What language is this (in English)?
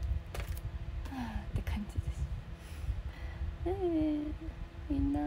Japanese